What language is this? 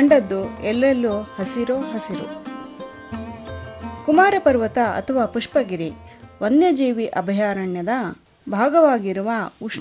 Kannada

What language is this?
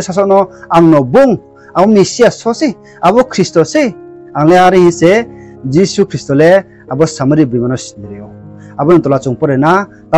Riang (India)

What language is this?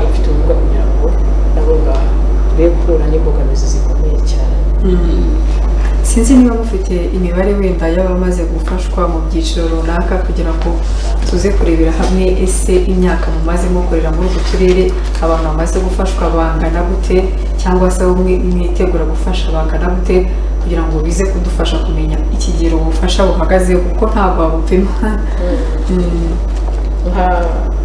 Kinyarwanda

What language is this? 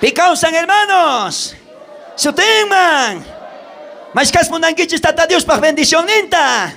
South Bolivian Quechua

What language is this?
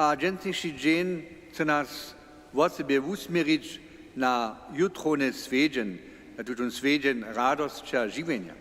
Upper Sorbian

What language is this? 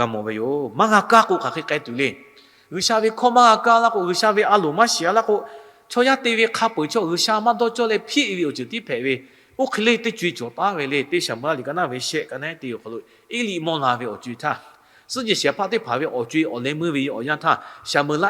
Lahu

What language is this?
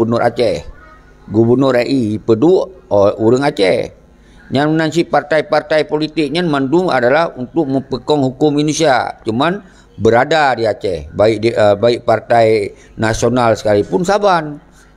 Achinese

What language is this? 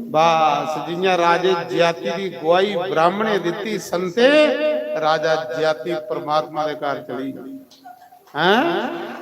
Dogri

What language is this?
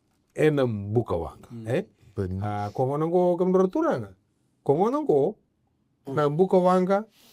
Fijian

